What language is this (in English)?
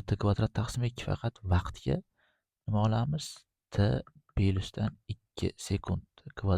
Uzbek